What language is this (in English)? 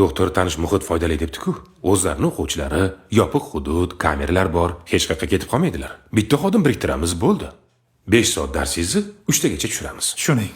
Uzbek